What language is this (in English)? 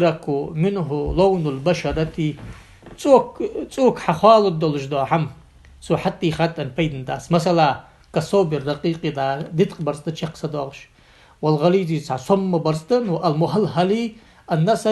Ingush